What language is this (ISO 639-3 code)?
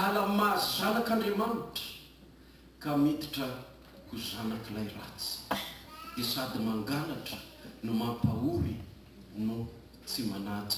mlg